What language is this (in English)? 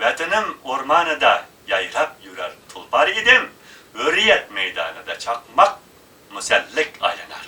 Uyghur